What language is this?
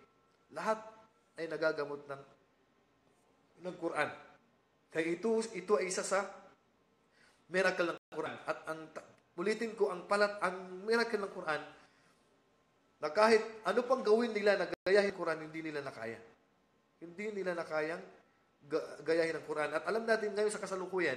Filipino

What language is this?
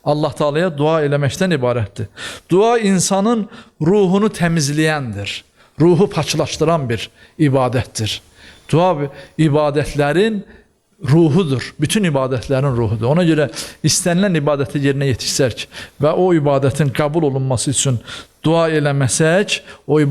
Azerbaijani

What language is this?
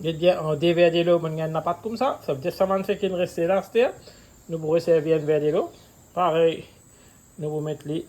Morisyen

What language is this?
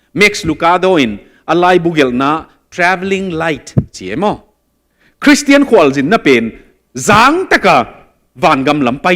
Tedim Chin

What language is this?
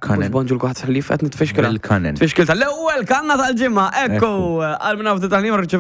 Maltese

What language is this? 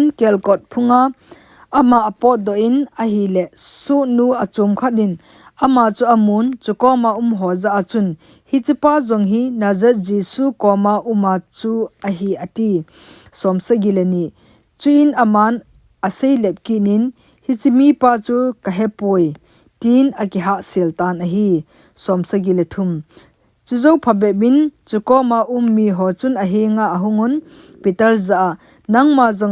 Thado Chin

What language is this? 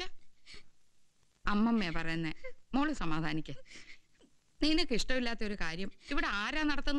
Malayalam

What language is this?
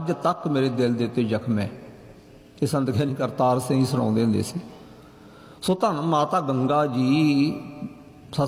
Punjabi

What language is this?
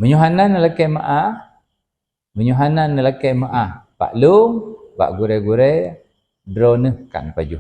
Achinese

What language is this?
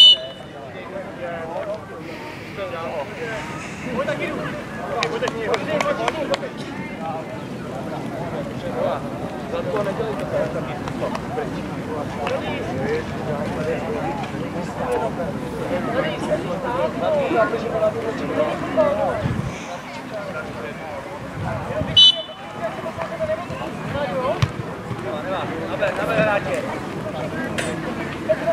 Czech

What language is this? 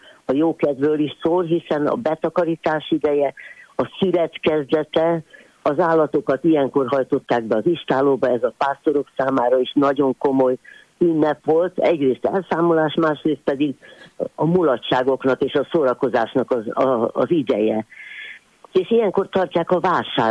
Hungarian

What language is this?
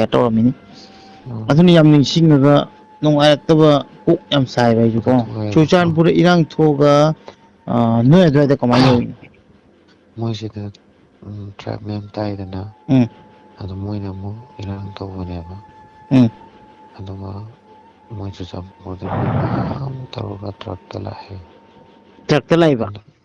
Manipuri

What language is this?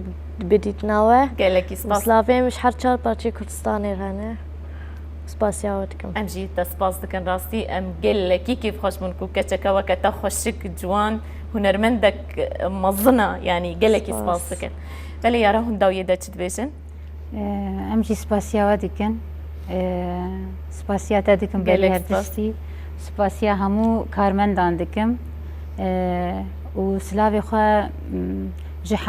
Kurdish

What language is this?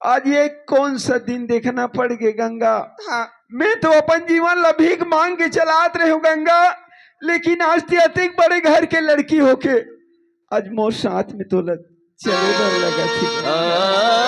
Chhattisgarhi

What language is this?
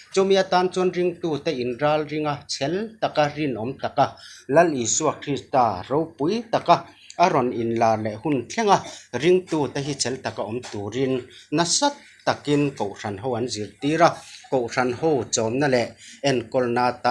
Mizo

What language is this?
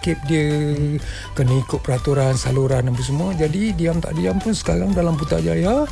Malay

